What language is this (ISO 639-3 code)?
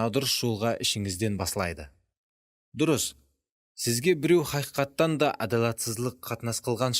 kaa